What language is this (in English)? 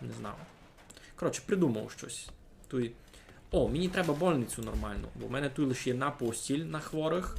Rusyn